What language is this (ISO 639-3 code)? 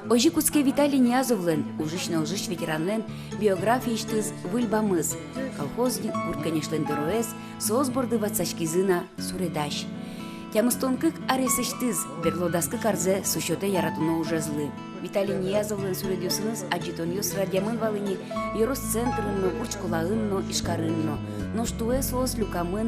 udm